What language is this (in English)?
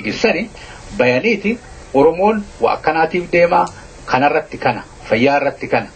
Oromo